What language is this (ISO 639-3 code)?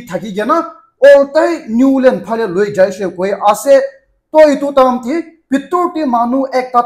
nag